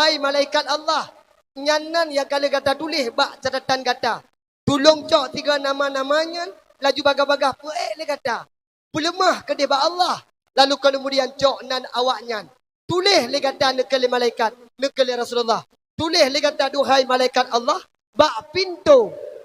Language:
Achinese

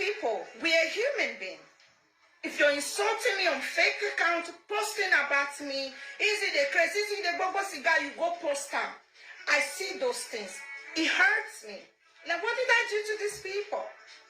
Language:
Nigerian Pidgin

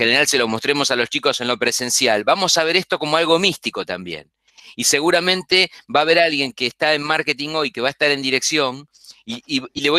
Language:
Spanish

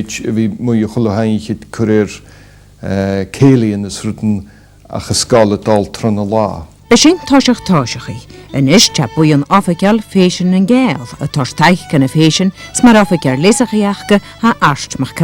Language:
Scottish Gaelic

